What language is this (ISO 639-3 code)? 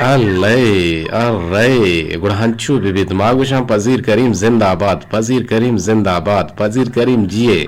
bgp